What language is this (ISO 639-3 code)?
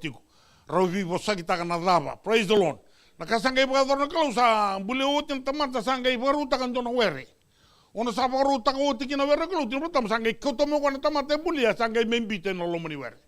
fij